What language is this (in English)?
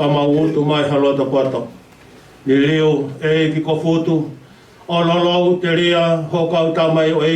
Tongan